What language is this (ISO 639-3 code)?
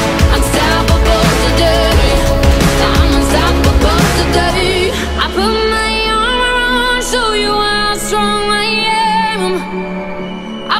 eng